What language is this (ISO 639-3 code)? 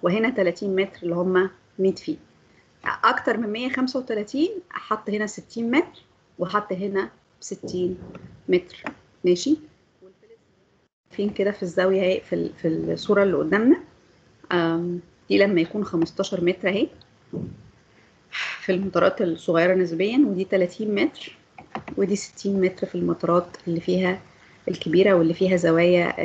arz